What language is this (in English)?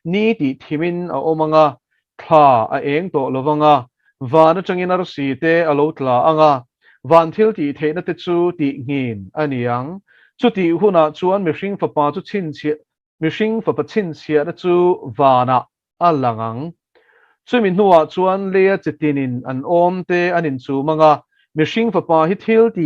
Mizo